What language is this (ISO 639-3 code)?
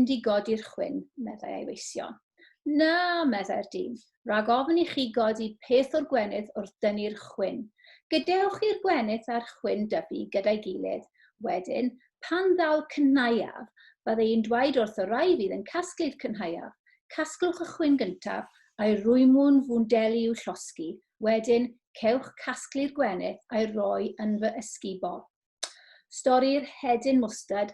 cym